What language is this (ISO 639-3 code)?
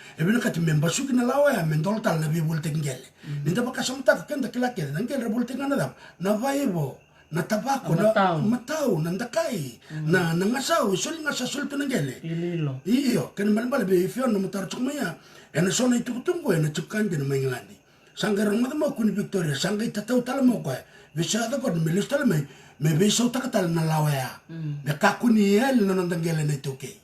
fij